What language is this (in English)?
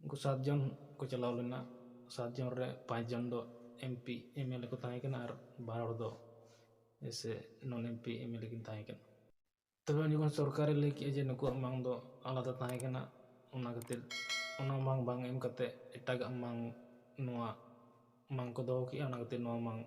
Santali